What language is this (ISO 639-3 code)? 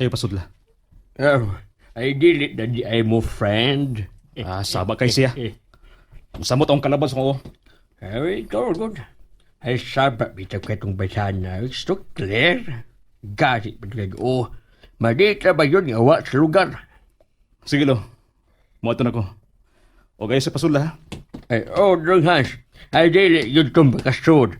ceb